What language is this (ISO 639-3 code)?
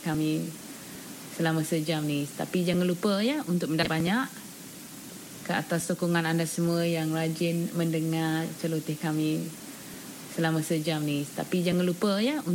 msa